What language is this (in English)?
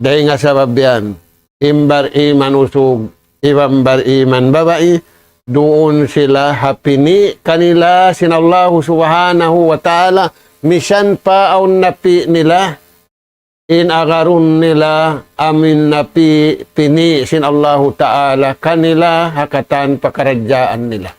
Tausug